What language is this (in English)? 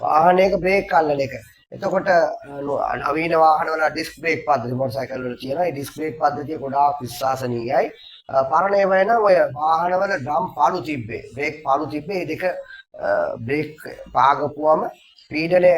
Sinhala